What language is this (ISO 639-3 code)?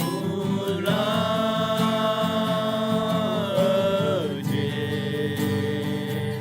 ahk